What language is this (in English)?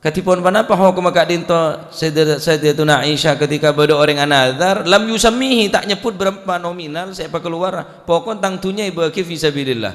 Madurese